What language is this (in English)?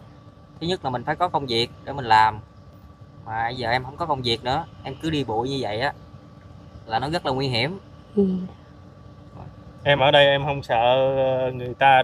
Vietnamese